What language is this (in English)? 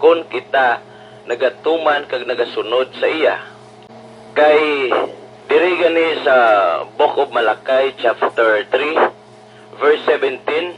Hiligaynon